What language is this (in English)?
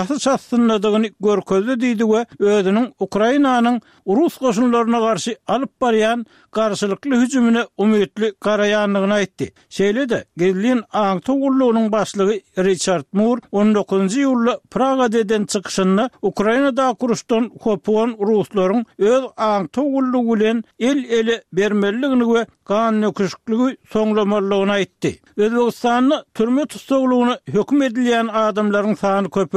Turkmen